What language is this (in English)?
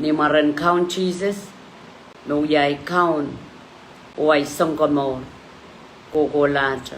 Pohnpeian